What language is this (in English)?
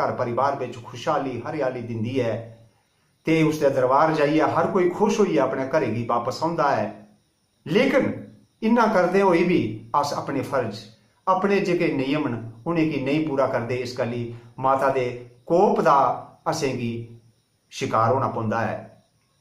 Dogri